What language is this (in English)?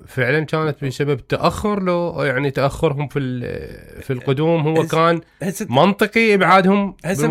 Mesopotamian Arabic